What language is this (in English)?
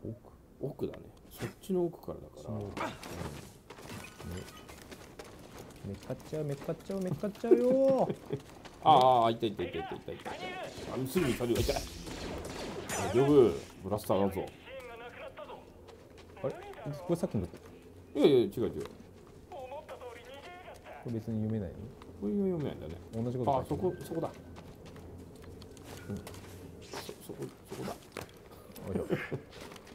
Japanese